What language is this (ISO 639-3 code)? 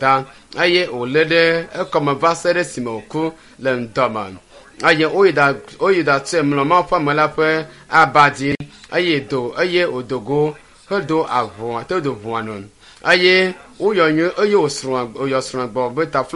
ewe